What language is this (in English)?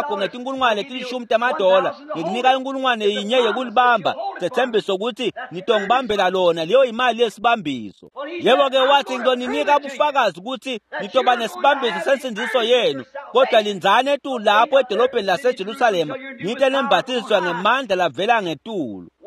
Swati